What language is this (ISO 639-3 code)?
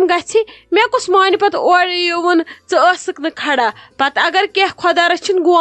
kas